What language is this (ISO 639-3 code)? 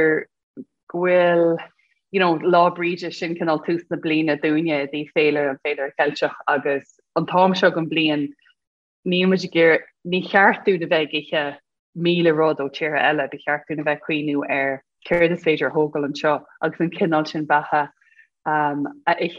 gle